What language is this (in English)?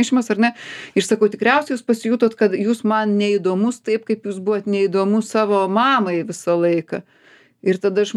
Lithuanian